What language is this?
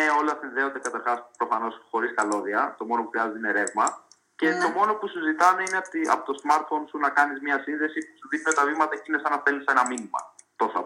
Greek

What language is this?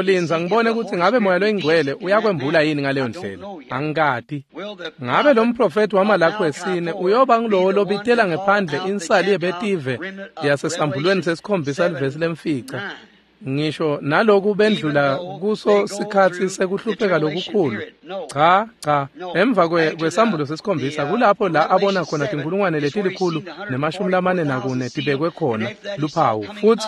Swati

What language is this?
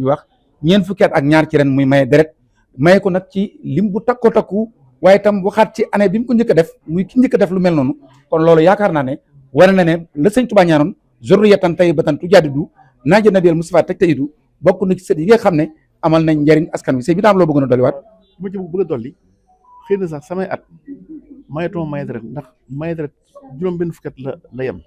Wolof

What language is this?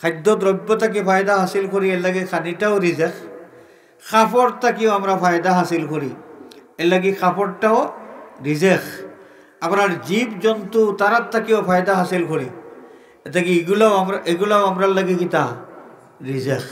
Sylheti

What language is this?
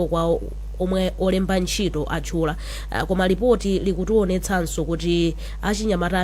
Nyanja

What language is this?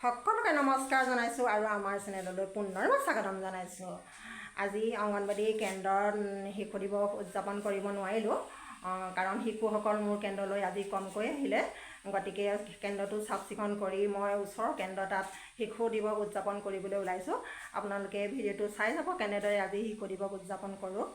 Assamese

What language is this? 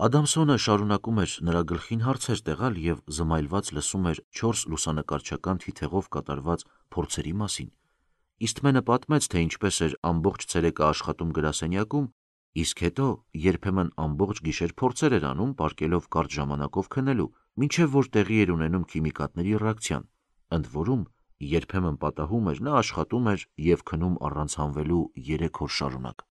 Armenian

